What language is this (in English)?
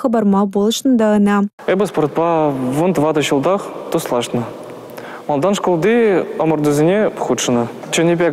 Chuvash